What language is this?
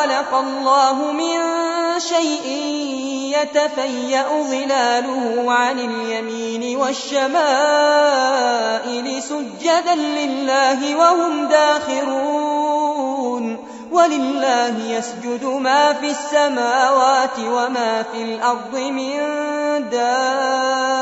Arabic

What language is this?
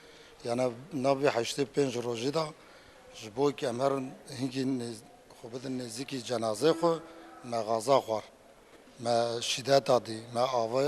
Kurdish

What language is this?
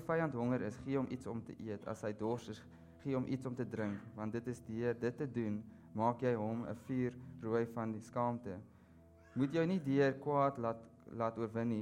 Afrikaans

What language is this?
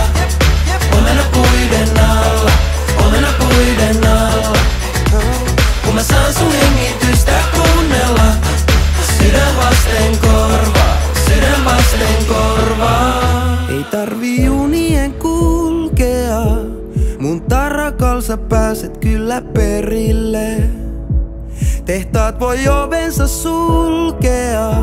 Finnish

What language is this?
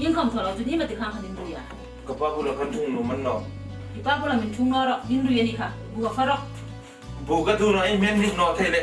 Hmar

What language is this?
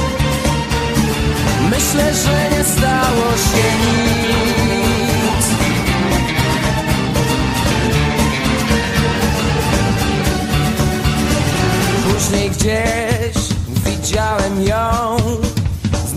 Polish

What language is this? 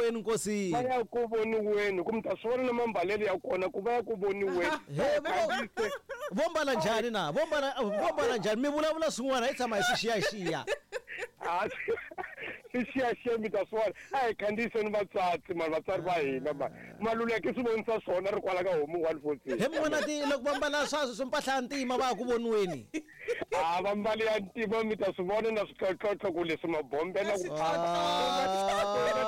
Tsonga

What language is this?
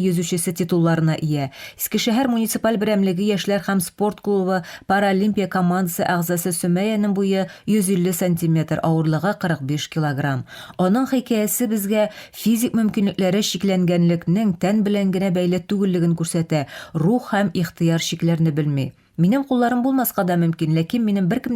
Tatar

